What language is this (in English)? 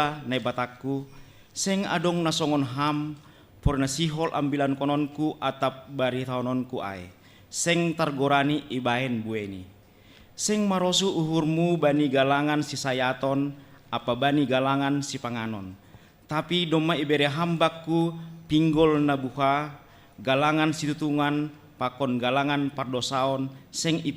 Batak Simalungun